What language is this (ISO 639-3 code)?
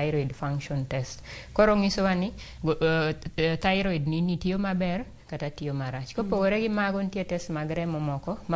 luo